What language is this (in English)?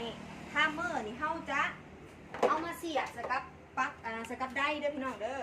Northeastern Thai